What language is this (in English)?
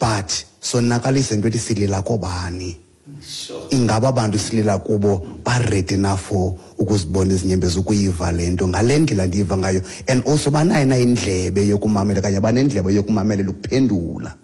Xhosa